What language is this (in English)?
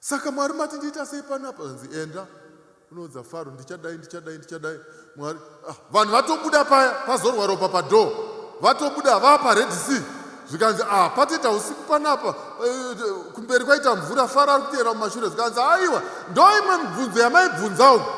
Shona